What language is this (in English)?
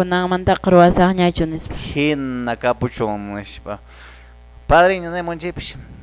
Quechua